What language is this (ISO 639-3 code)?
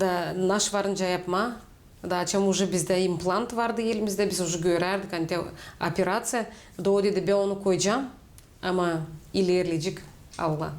gag